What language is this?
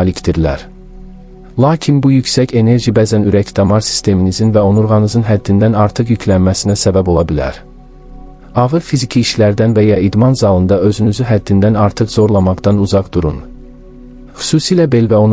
Azerbaijani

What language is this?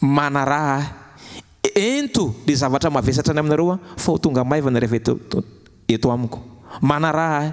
Malagasy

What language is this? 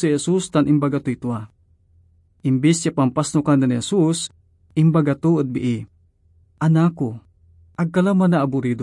Pangasinan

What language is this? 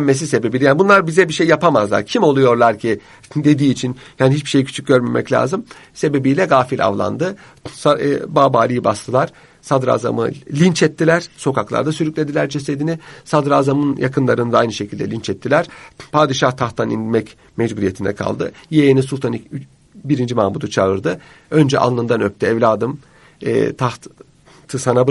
Turkish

